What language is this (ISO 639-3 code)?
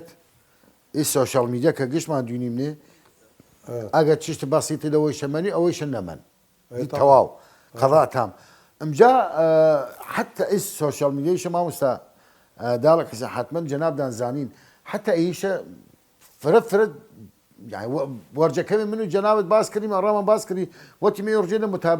sdh